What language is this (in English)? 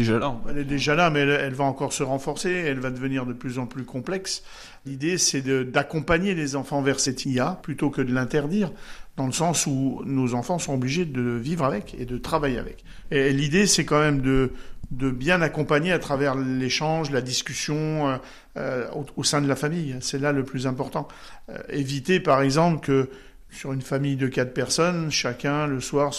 French